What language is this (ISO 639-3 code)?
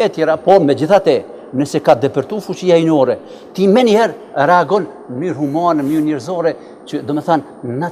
sqi